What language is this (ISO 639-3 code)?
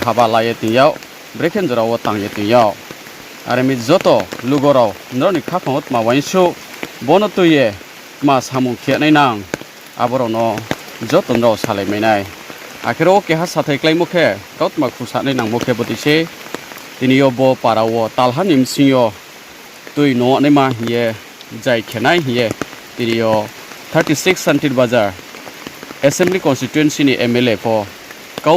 ria